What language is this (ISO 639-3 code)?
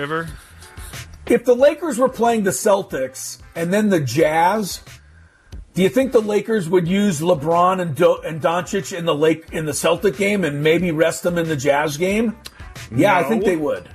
eng